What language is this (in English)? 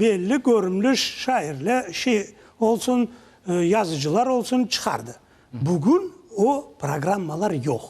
Crimean Tatar